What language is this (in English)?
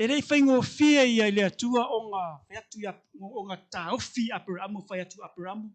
Samoan